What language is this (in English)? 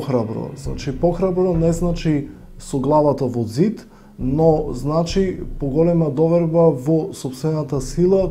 Macedonian